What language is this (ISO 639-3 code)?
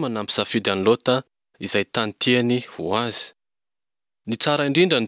mlg